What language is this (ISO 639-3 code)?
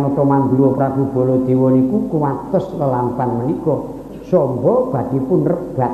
jav